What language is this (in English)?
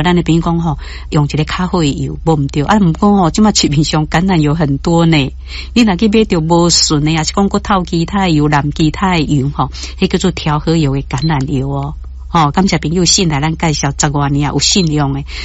Min Nan Chinese